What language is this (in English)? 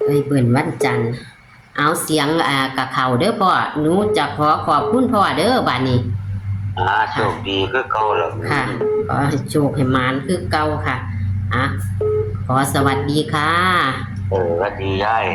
Northeastern Thai